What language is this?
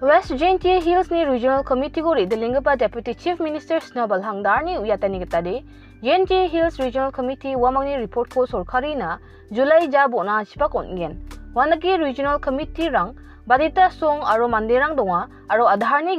Garo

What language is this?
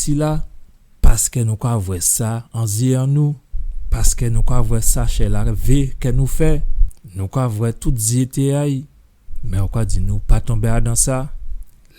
Guadeloupean Creole French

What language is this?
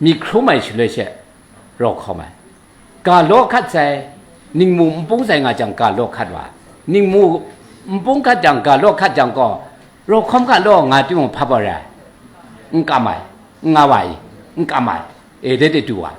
Kachin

